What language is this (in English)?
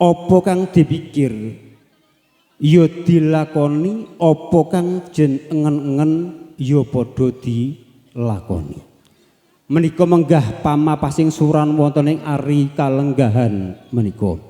Javanese